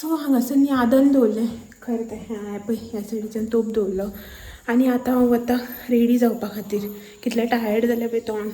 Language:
Konkani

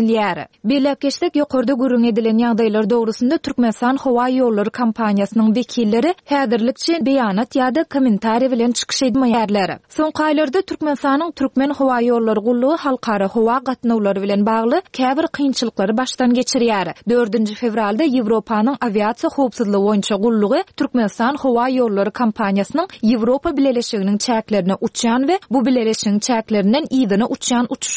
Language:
Turkmen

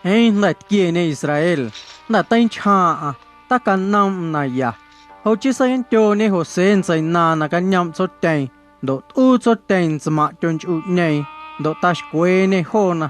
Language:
Guerrero Amuzgo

